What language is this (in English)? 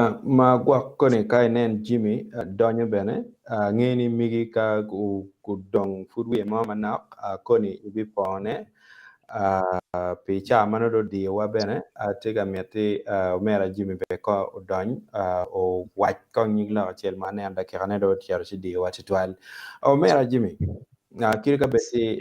Acoli